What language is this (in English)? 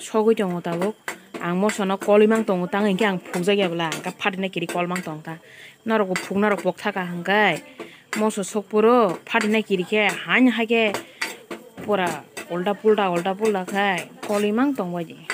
Kok Borok